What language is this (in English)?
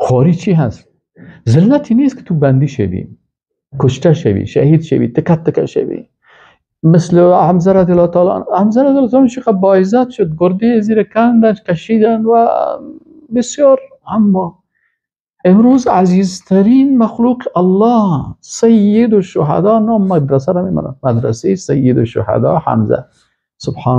Persian